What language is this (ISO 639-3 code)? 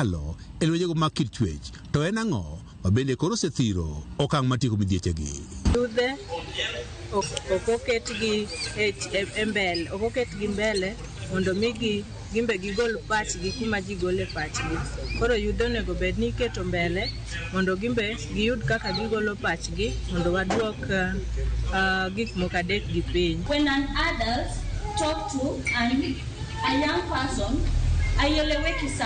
luo